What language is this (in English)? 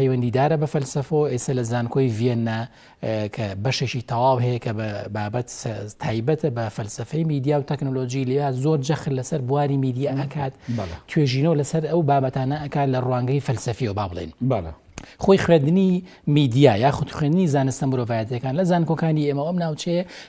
Central Kurdish